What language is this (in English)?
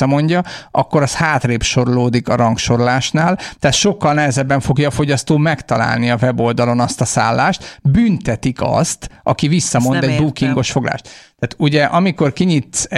Hungarian